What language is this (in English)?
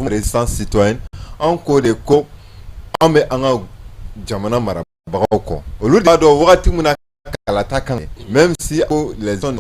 Bambara